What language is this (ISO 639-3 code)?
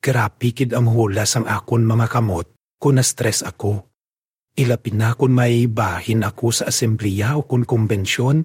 hil